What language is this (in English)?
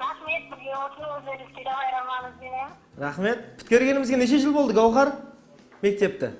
Kara-Kalpak